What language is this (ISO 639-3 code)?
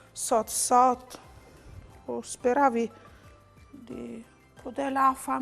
fur